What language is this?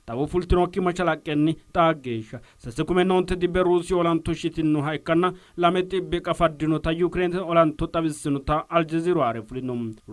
Sidamo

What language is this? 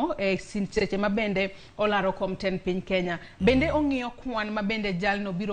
Luo (Kenya and Tanzania)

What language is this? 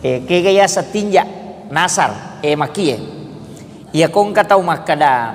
Buginese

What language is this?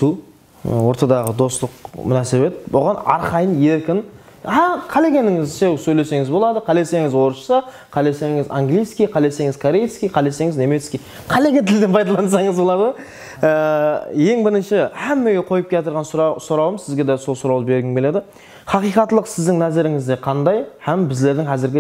Kara-Kalpak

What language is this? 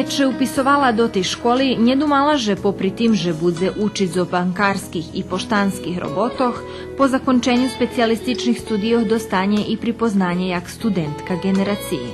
Rusyn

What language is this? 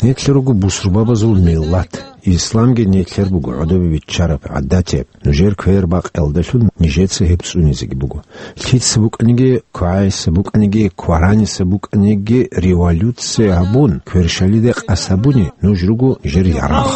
Avaric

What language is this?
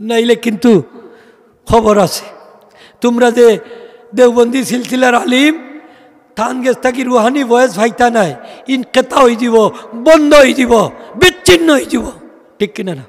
Sylheti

